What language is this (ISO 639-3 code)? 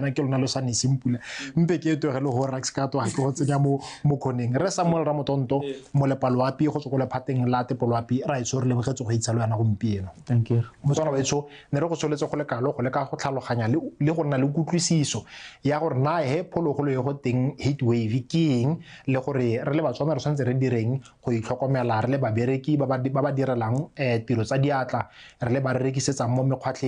tsn